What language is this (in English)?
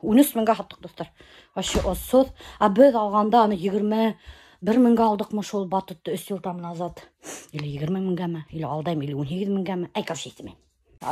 Bashkir